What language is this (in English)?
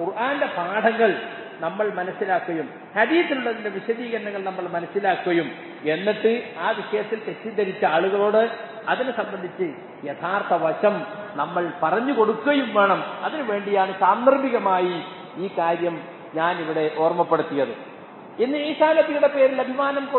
Malayalam